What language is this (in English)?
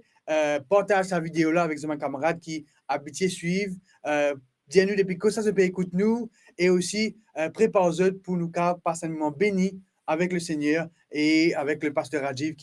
Morisyen